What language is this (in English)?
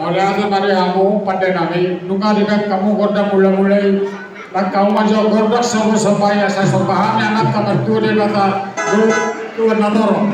Batak Toba